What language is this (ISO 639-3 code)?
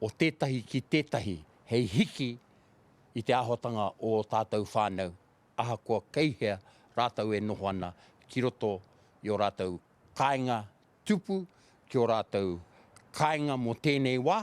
mri